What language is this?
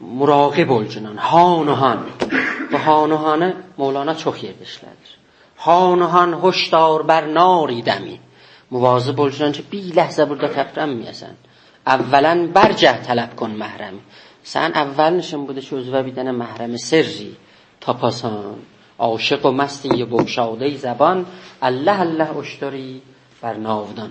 South Azerbaijani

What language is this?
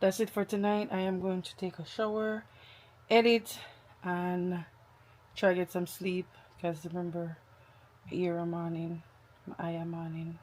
Jamaican Creole English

